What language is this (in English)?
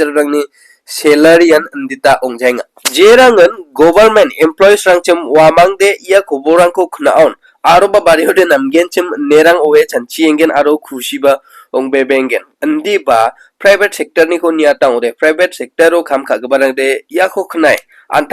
Garo